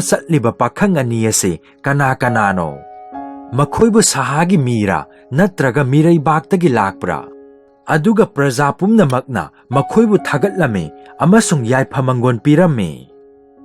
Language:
Manipuri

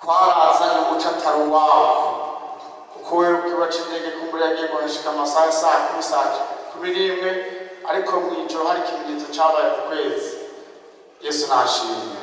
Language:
Rundi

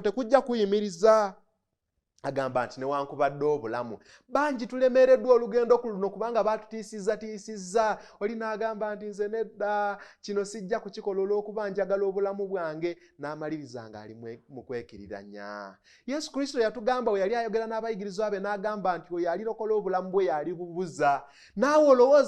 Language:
Ganda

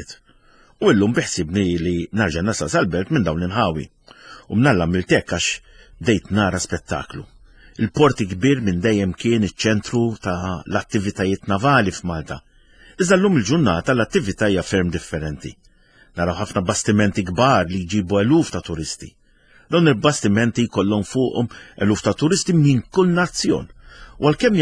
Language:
Maltese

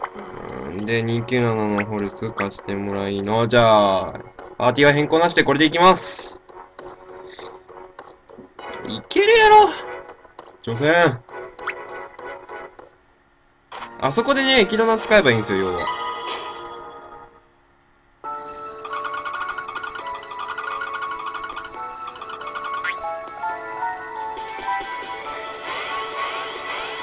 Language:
Japanese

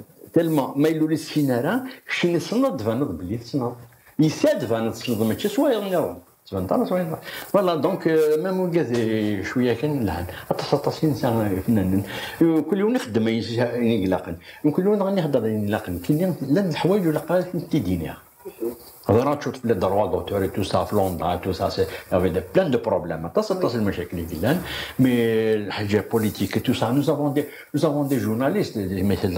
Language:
Kabyle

